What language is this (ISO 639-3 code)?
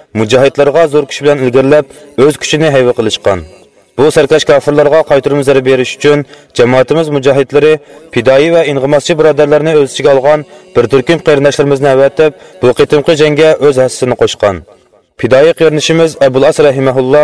uig